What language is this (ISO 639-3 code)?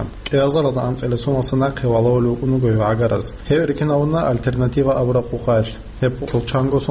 ava